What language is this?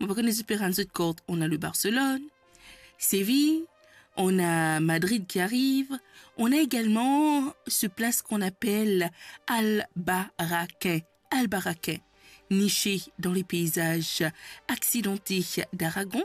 Morisyen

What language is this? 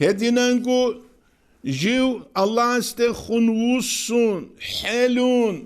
Avaric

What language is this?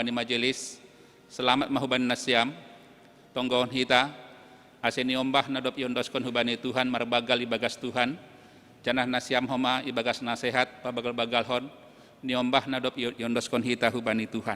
Batak Simalungun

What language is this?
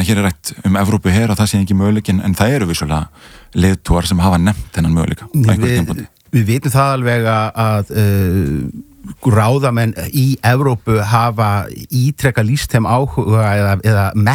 Icelandic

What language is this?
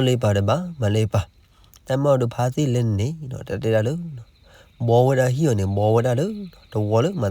S'gaw Karen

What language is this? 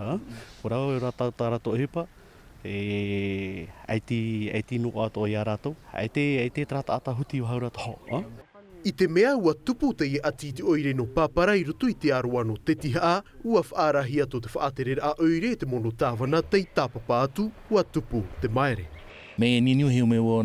Tahitian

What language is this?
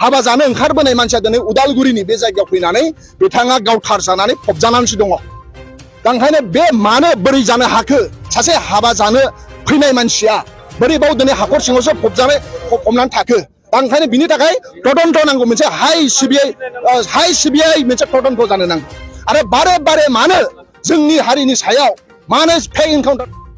Bodo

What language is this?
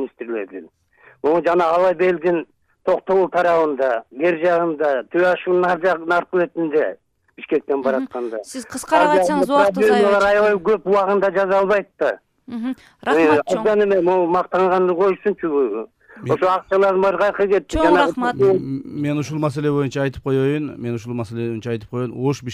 Kyrgyz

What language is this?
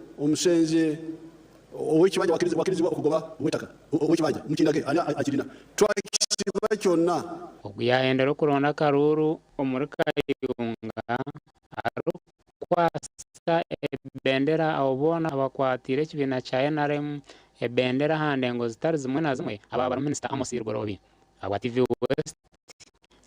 Nyankole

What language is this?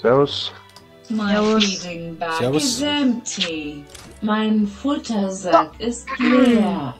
Bavarian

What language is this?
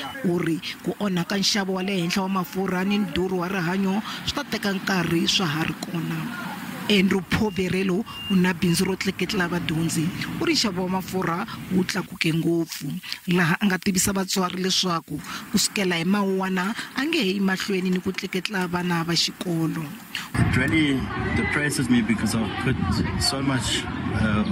Tsonga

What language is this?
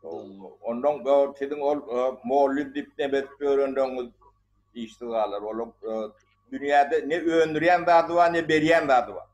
Turkmen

